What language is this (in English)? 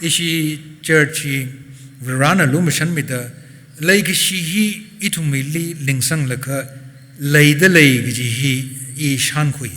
Tangkhul Naga (India)